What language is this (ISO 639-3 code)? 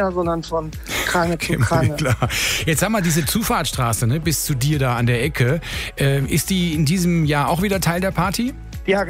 deu